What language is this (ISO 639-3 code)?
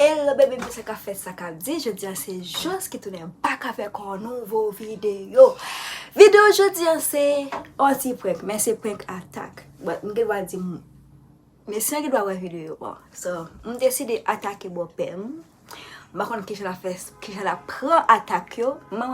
hat